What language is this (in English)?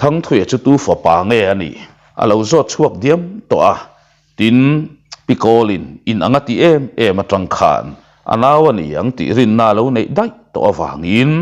Mizo